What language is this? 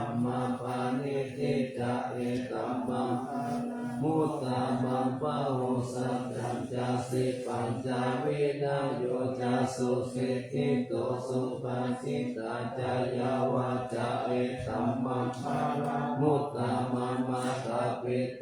Pali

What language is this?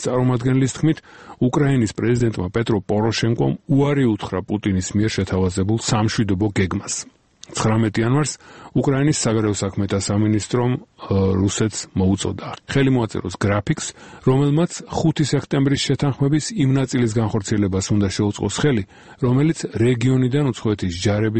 Georgian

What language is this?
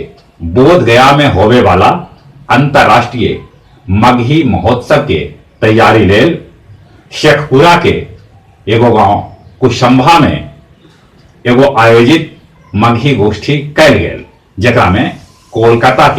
Magahi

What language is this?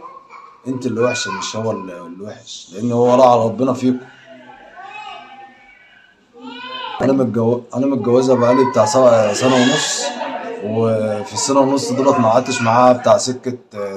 Egyptian Arabic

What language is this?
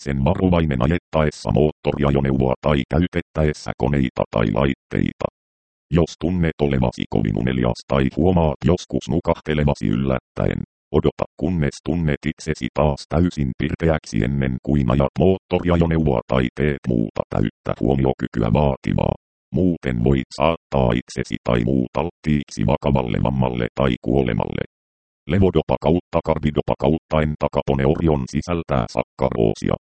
Finnish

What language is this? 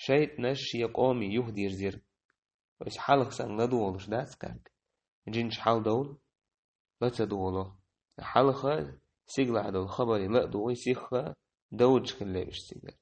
Chechen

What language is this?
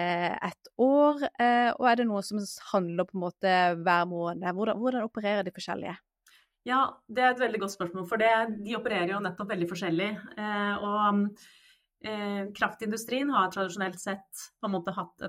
Norwegian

